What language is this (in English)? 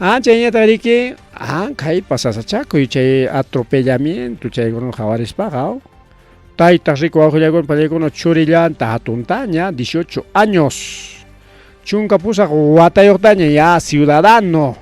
Ayacucho Quechua